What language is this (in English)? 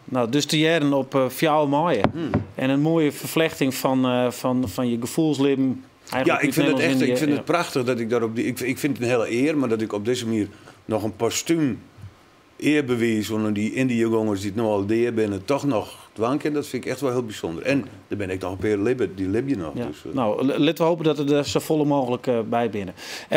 Western Frisian